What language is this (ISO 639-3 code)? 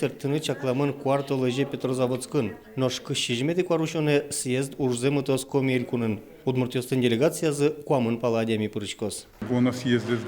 udm